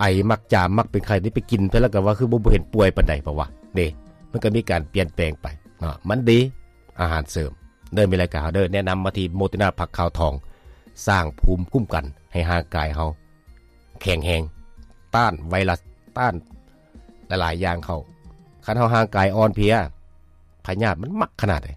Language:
Lao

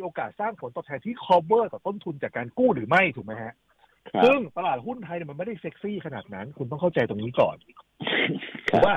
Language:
Thai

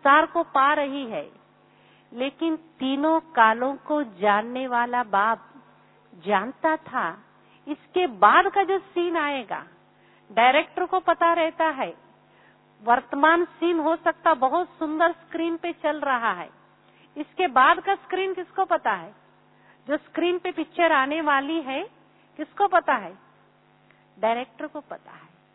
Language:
Hindi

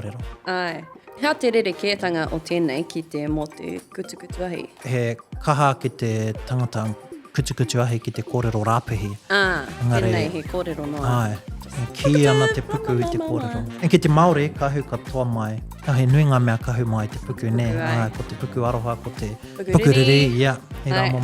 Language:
Māori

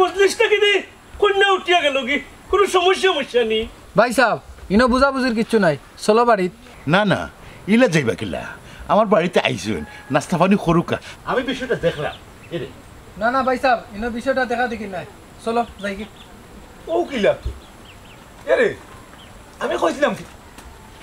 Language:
Sylheti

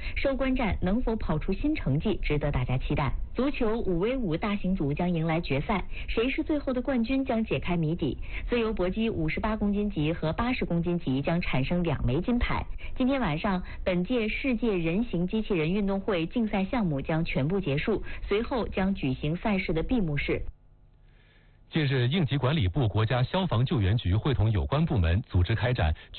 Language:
Chinese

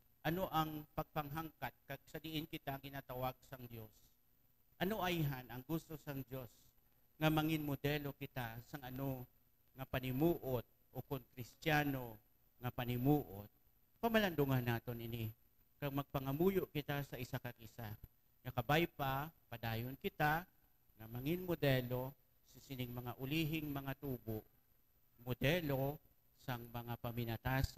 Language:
Hiligaynon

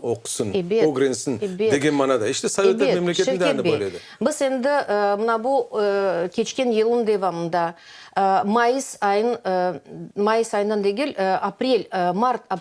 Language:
Crimean Tatar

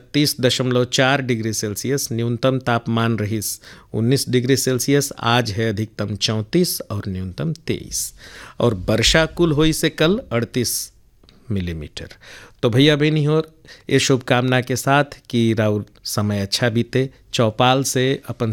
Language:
Bhojpuri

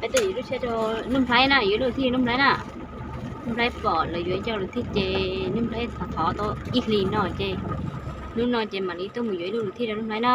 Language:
Hmong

